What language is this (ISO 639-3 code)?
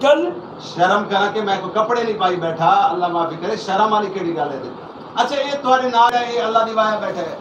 skr